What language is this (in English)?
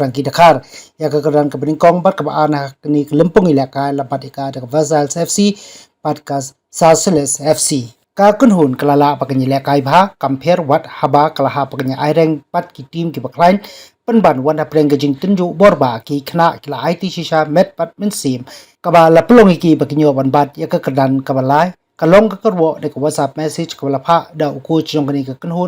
Khasi